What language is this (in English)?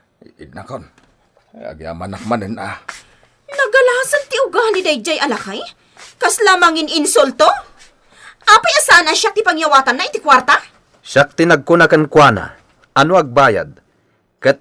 Iloko